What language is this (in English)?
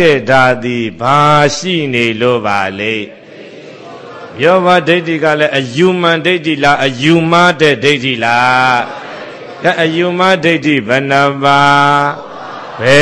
Burmese